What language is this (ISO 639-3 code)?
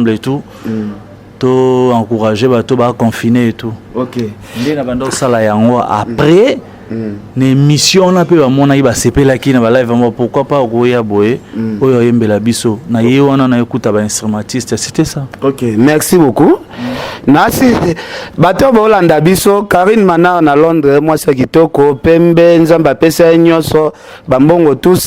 lin